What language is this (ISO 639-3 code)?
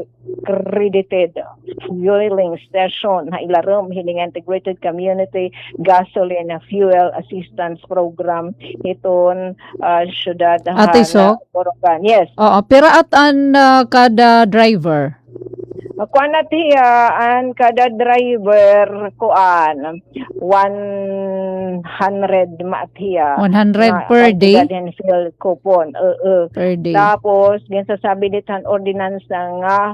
war